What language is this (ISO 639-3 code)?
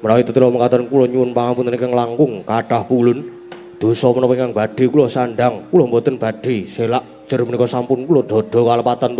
jav